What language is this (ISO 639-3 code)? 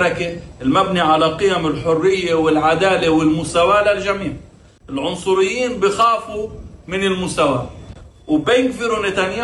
apc